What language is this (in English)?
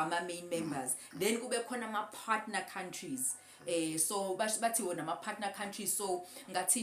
Zulu